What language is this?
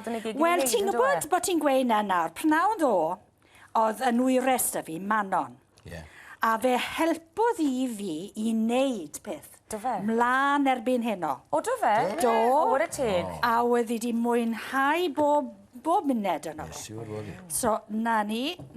Welsh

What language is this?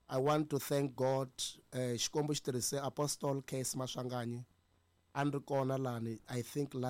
Tsonga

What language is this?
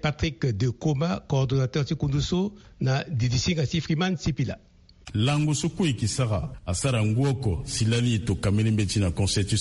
Sango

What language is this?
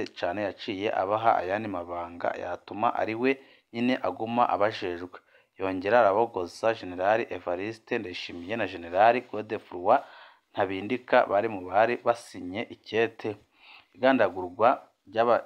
Rundi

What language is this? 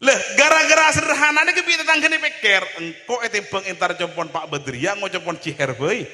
Madurese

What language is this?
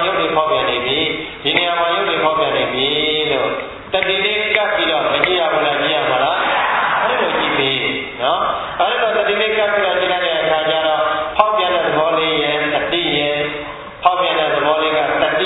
Burmese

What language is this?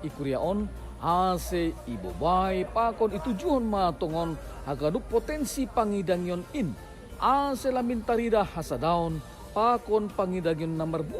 Batak Simalungun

